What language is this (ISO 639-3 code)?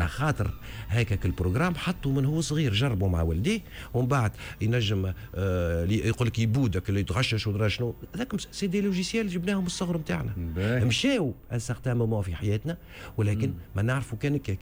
aeb